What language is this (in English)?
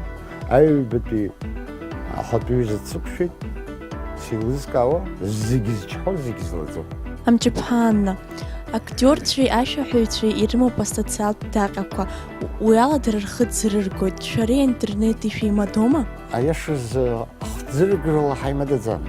Abkhazian